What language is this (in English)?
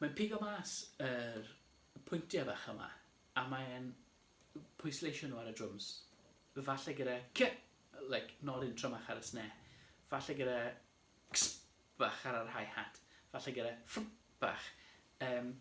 Welsh